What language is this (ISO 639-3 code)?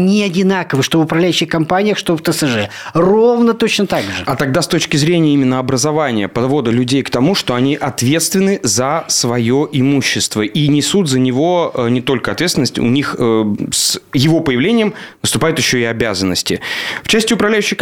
rus